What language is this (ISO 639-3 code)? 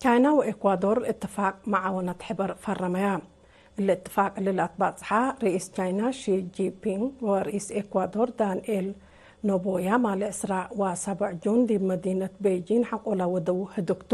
tig